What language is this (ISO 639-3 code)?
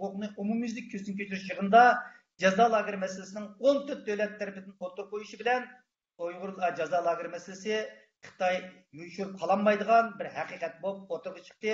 uig